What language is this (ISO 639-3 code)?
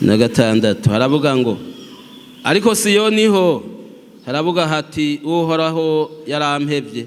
run